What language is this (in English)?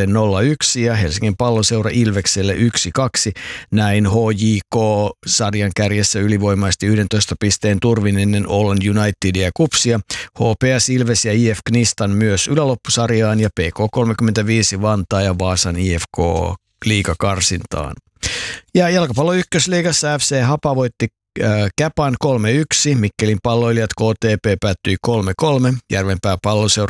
Finnish